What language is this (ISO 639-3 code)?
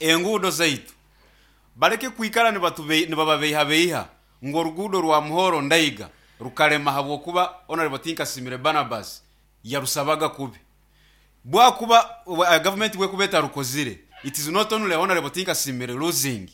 nyn